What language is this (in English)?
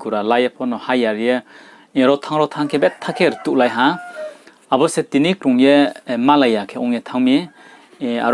Riang (India)